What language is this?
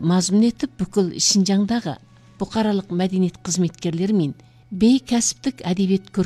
Kazakh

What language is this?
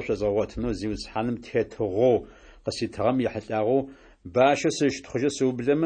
Adyghe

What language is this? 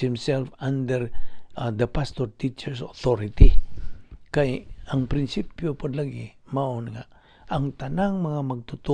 Cebuano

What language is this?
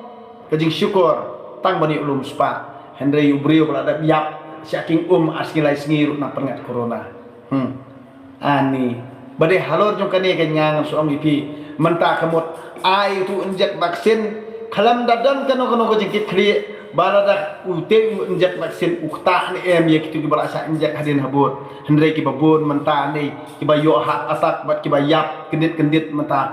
Khasi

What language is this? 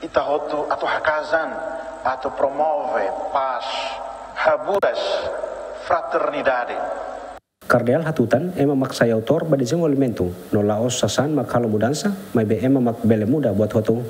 Tetum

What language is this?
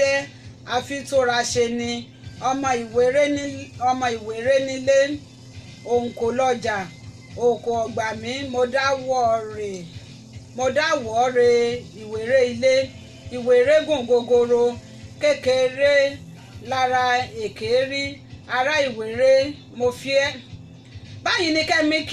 Yoruba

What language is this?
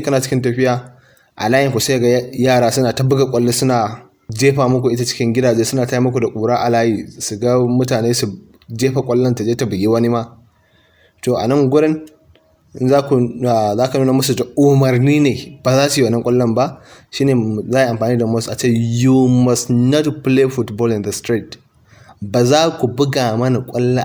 Hausa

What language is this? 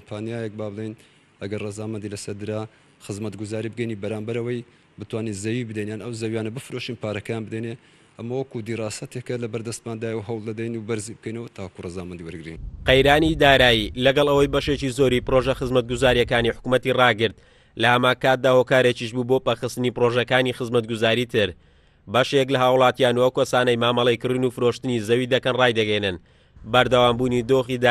Central Kurdish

